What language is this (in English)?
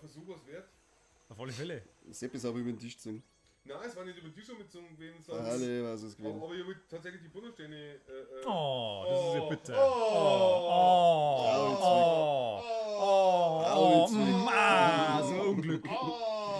Bavarian